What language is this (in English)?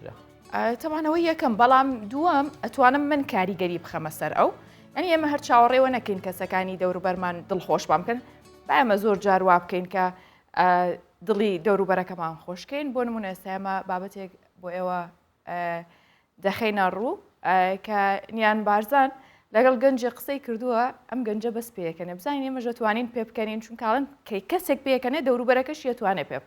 Central Kurdish